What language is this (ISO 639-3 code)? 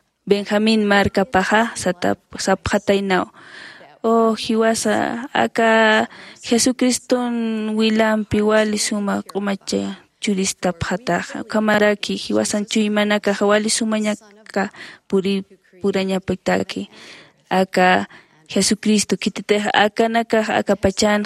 aym